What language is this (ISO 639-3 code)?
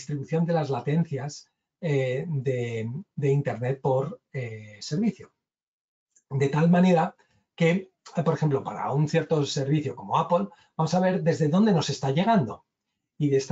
spa